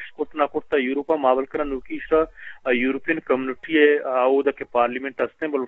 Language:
Eastern Balochi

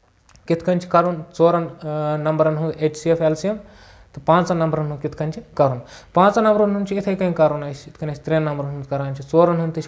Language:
Kashmiri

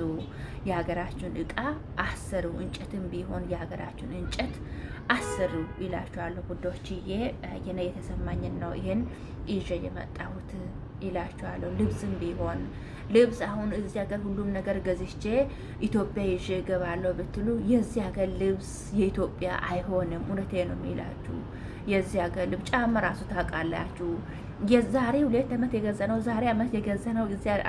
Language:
Amharic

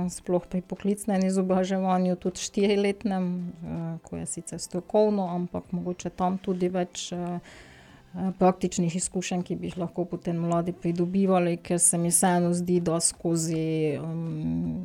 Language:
Slovenian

